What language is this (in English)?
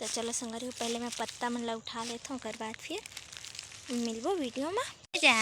Chhattisgarhi